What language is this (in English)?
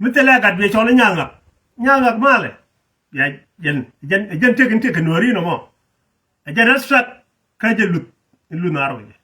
Nuer